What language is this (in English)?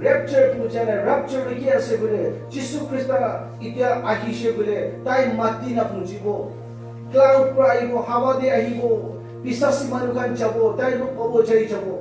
Naga Pidgin